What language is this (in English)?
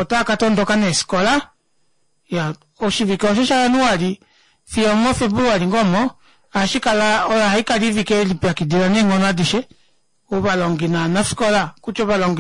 Kuanyama